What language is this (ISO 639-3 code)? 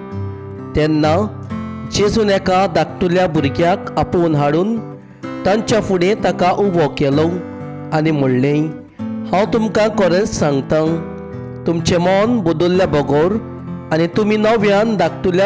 kok